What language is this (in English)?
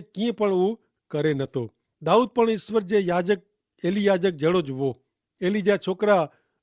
Kachhi